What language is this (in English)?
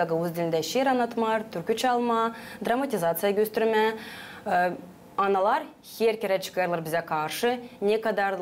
Gagauz